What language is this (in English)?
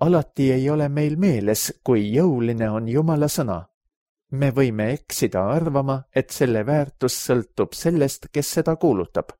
Estonian